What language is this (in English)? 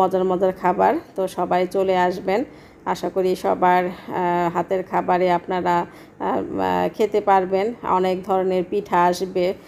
Bangla